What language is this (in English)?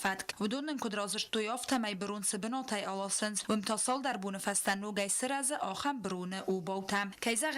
Ossetic